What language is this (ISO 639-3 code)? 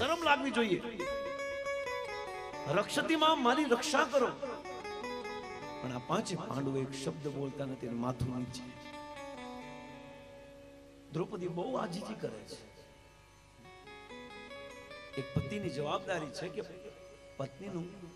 guj